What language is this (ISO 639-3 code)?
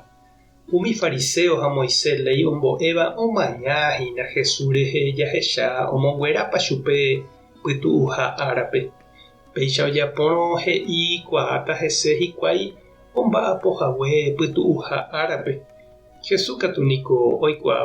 grn